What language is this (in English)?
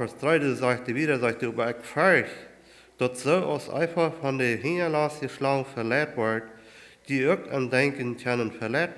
Plautdietsch